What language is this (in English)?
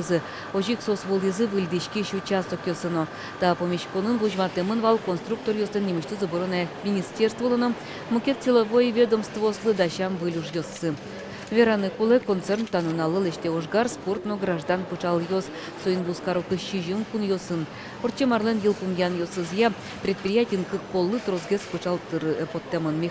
Udmurt